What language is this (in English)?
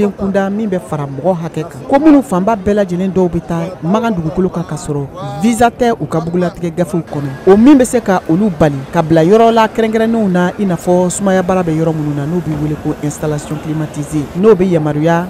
Bambara